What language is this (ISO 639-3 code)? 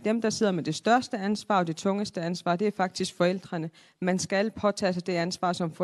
dan